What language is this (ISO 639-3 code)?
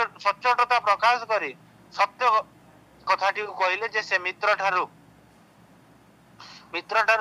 ori